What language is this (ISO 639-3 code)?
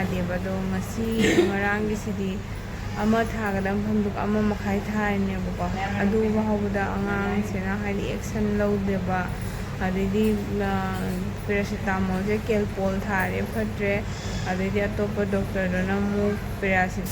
mni